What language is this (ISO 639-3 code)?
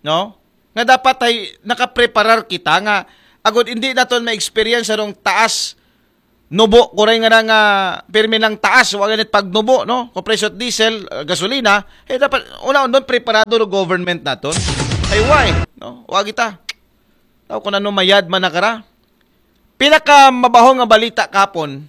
akl